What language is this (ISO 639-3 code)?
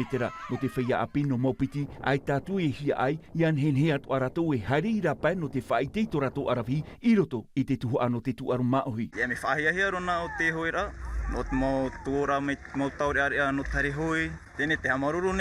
tah